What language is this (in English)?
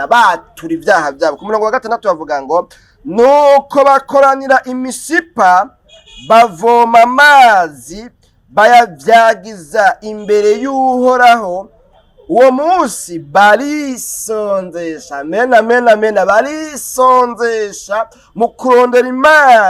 Rundi